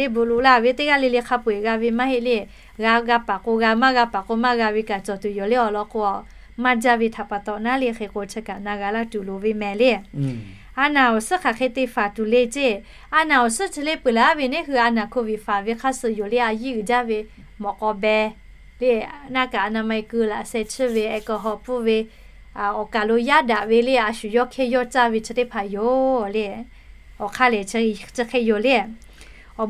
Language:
Lahu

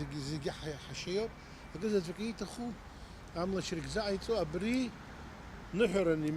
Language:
Abkhazian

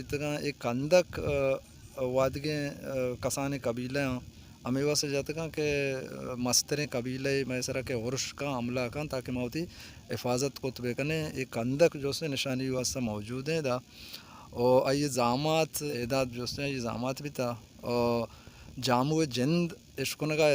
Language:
Baluchi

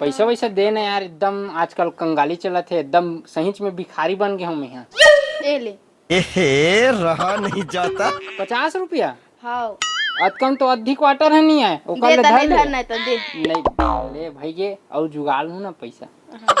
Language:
Chhattisgarhi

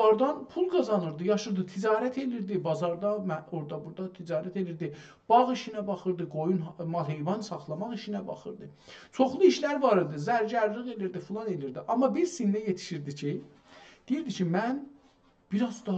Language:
South Azerbaijani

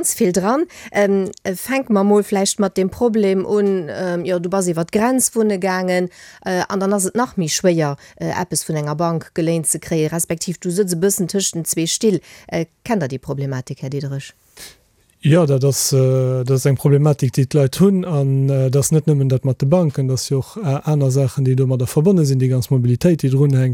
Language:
Luxembourgish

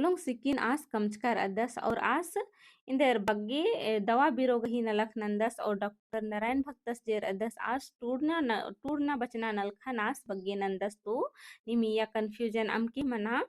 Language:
Kurukh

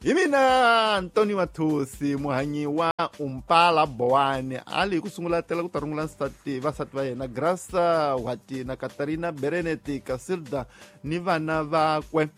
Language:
Tsonga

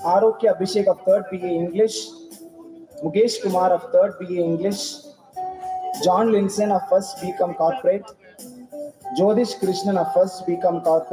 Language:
Tamil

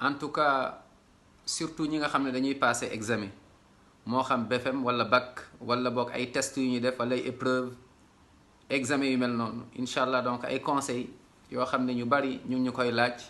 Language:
Wolof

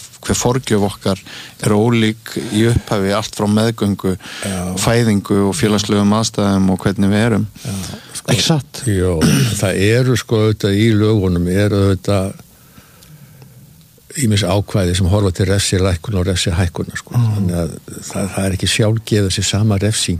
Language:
Icelandic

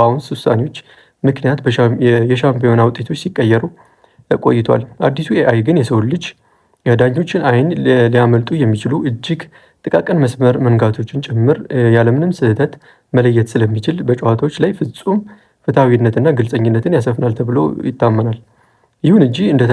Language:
Amharic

